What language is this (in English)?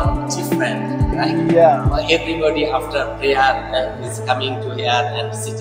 Bangla